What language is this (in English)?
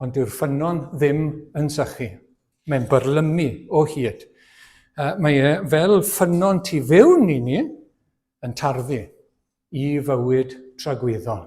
Welsh